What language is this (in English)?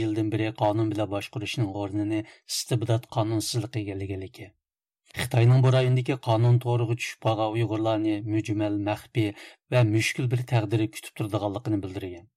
Uyghur